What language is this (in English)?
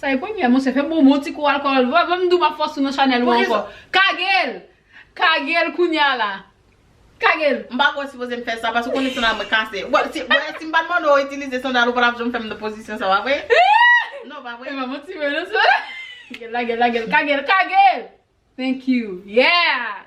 Haitian Creole